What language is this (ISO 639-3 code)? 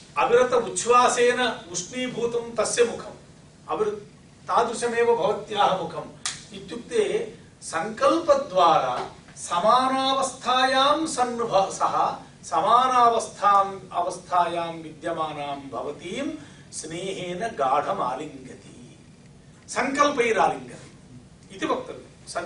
san